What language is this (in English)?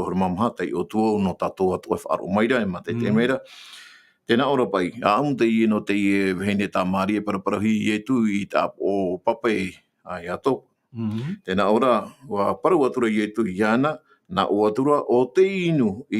Tahitian